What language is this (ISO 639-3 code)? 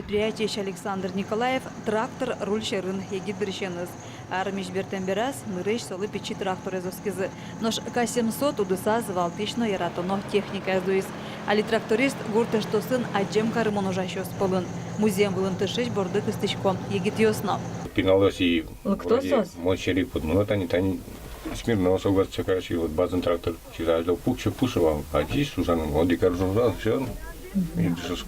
udm